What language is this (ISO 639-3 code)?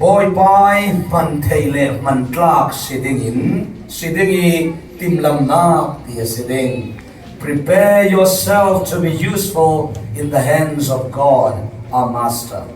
cfm